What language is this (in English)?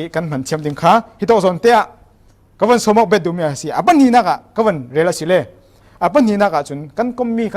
Falam Chin